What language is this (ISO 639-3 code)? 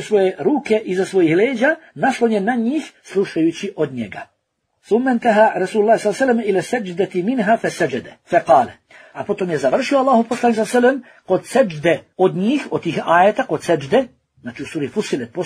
bos